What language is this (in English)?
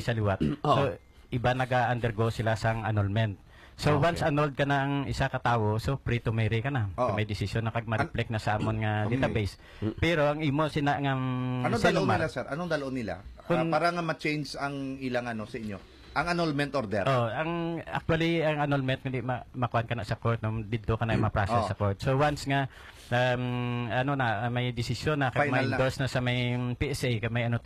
Hiligaynon